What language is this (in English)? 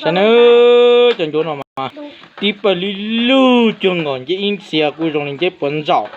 Hmong